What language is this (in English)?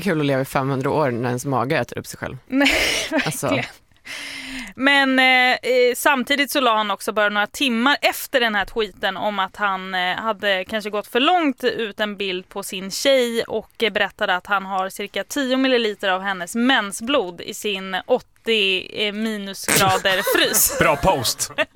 Swedish